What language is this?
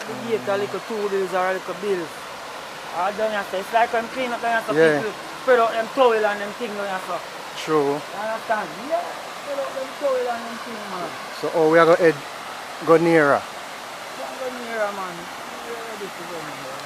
Jamaican Creole English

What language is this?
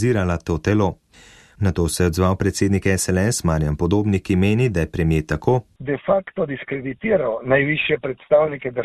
Slovenian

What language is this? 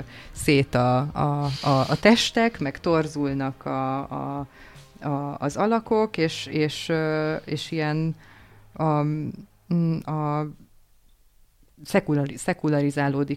Hungarian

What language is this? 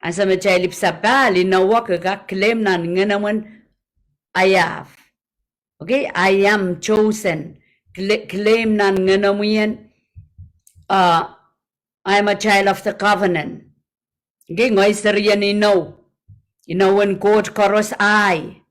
Pohnpeian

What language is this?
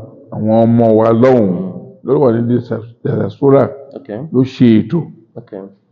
Yoruba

